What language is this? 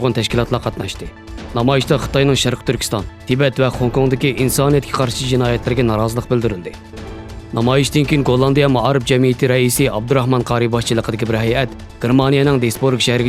Uyghur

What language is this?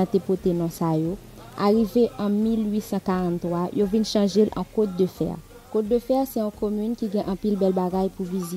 Haitian Creole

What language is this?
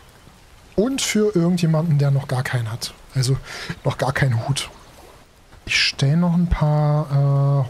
German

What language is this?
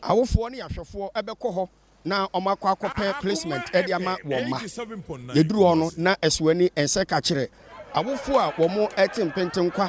Akan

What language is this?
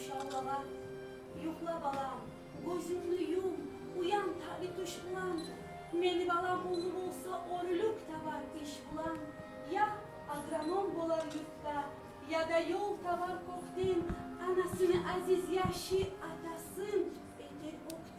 Kumyk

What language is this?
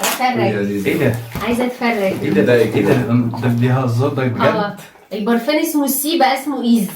Egyptian Arabic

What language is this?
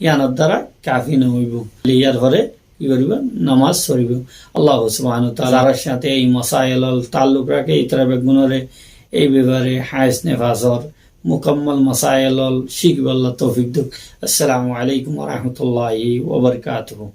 Rohingya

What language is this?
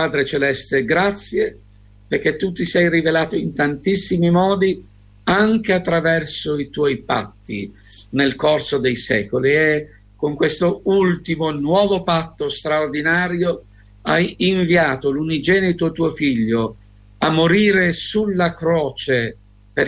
Italian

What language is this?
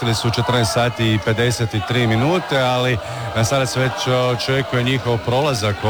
Croatian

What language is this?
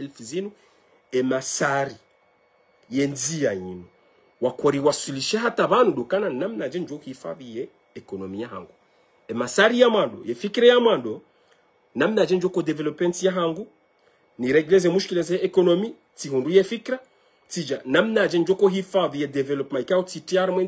Ngazidja Comorian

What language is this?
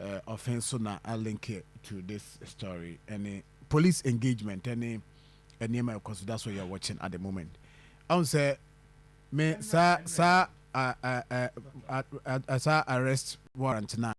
Akan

